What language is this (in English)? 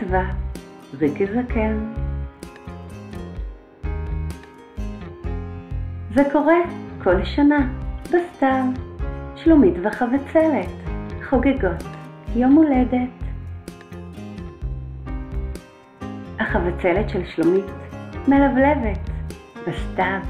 Hebrew